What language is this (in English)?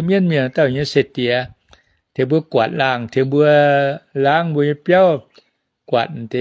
Thai